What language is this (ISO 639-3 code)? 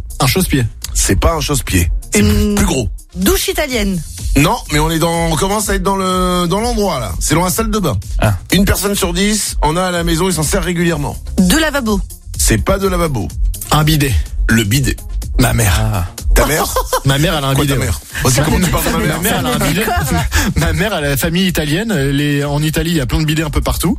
fra